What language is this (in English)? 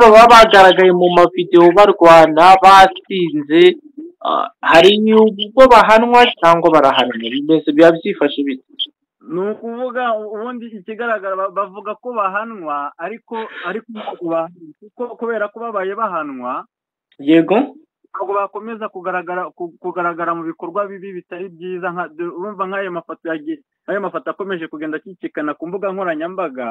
Kinyarwanda